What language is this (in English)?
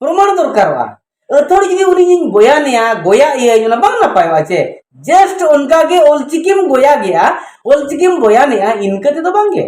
Santali